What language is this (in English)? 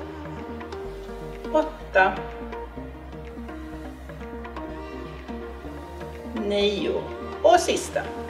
Swedish